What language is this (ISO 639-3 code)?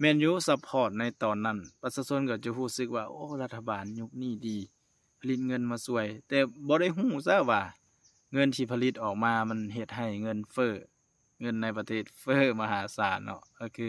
lao